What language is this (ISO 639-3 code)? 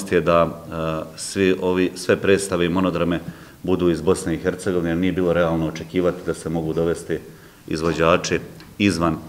bos